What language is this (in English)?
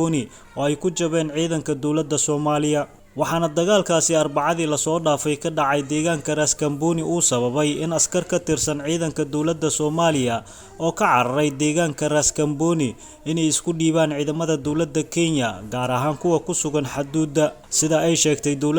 Somali